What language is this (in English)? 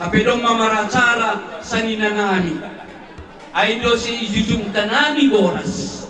Batak Simalungun